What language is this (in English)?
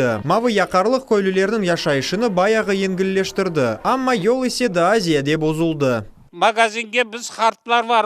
Crimean Tatar